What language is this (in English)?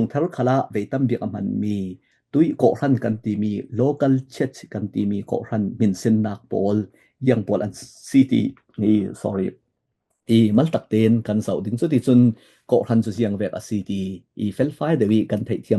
Falam Chin